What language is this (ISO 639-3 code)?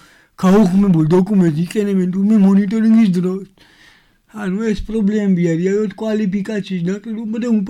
kat